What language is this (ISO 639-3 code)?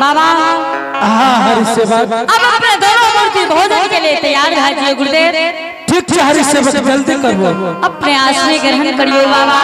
anp